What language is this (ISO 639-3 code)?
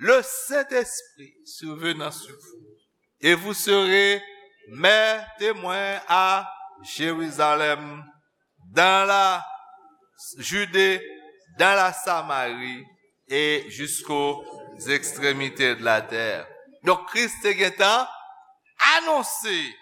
hat